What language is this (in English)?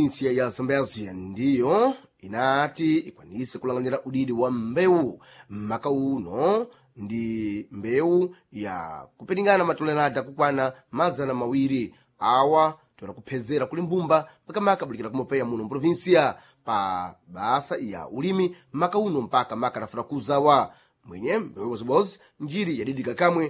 Sena